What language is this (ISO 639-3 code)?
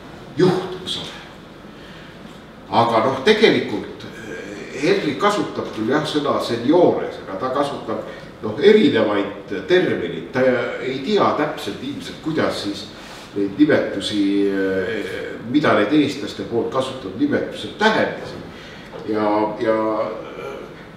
est